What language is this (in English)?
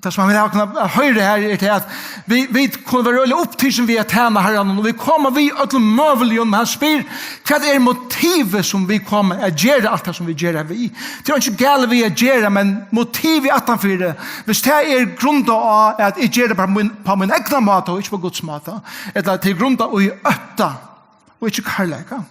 Faroese